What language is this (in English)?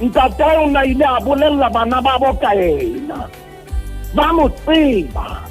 Southern Sotho